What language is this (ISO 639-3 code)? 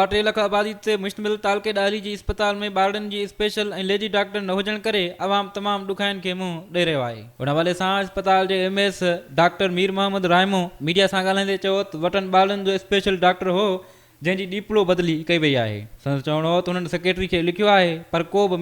snd